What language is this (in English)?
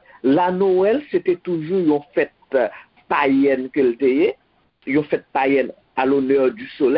Haitian Creole